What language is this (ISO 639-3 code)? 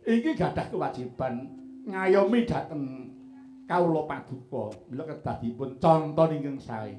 jav